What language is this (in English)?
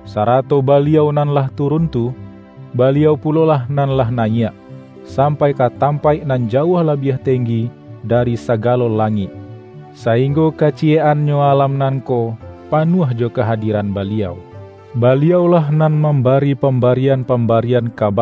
Minangkabau